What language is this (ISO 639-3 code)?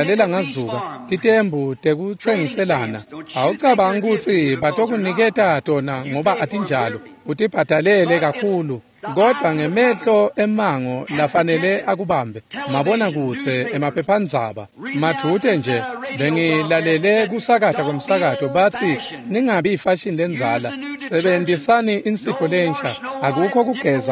ssw